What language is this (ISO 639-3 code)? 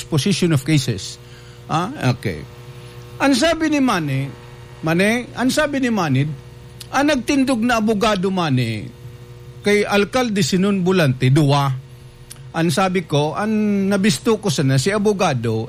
bik